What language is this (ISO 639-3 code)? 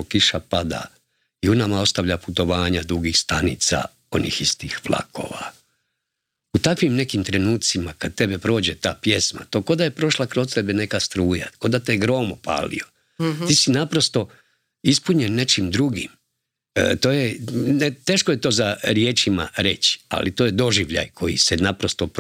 hrv